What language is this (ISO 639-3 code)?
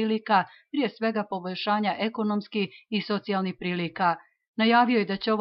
hrv